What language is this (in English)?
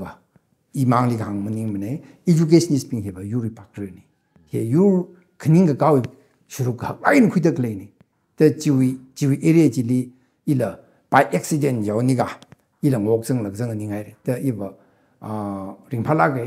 Tangkhul Naga (India)